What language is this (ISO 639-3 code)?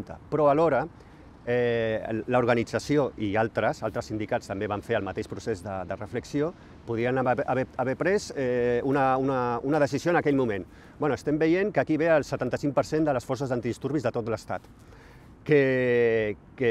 cat